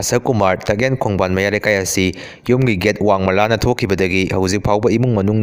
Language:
Manipuri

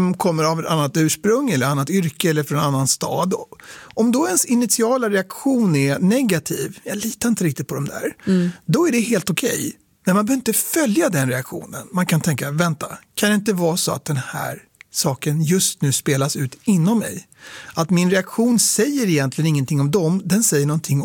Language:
Swedish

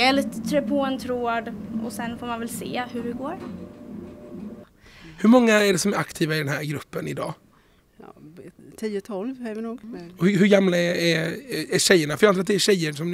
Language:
Swedish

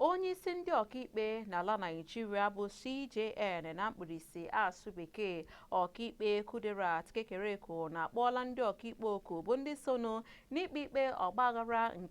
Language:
Igbo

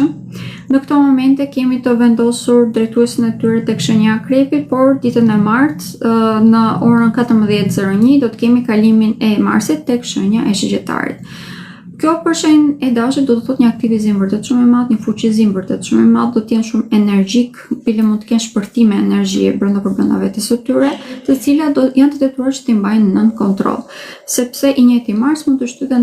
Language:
Albanian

